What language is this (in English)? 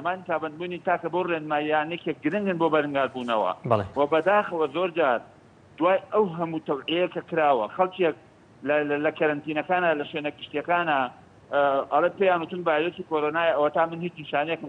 Central Kurdish